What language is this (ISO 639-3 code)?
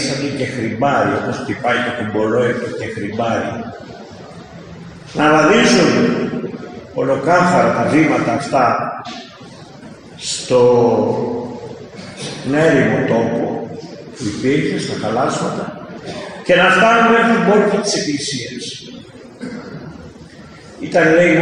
ell